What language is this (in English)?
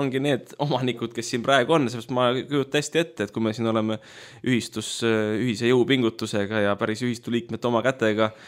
Estonian